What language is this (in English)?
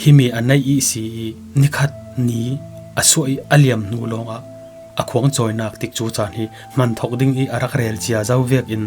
Falam Chin